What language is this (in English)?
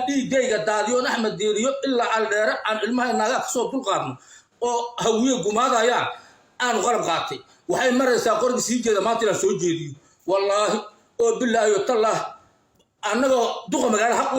Somali